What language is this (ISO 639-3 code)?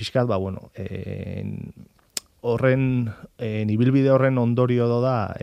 eus